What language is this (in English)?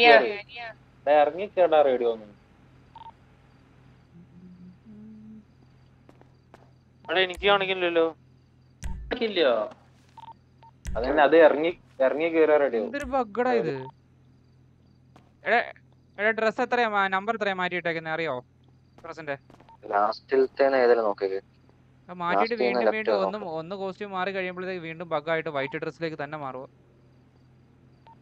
Malayalam